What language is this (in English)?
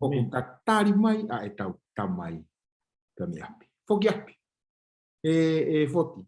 Tongan